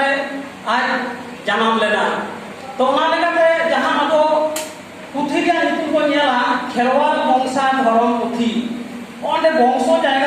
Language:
Santali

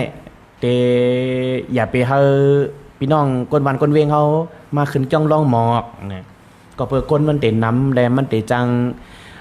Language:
Shan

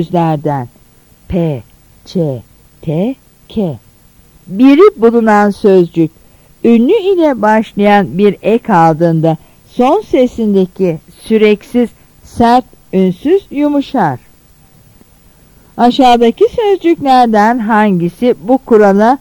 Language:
Turkish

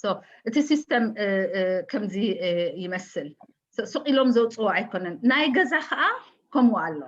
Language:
Tigrinya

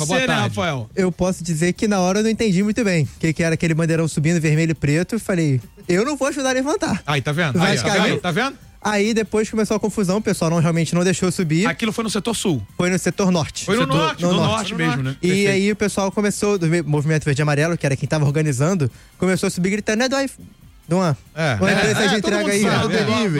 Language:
Portuguese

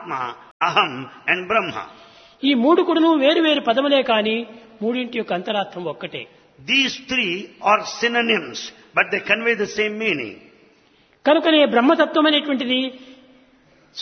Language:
Telugu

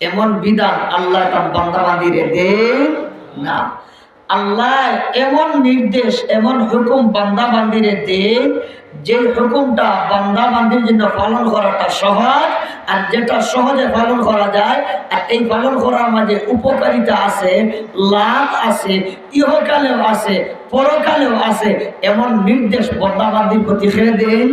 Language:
Sylheti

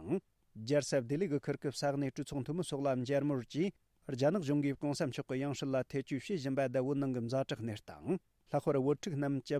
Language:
Tibetan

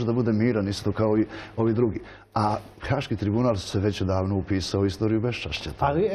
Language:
Serbian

